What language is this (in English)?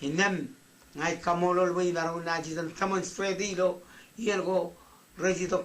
Marshallese